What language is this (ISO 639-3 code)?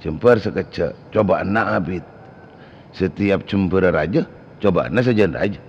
mad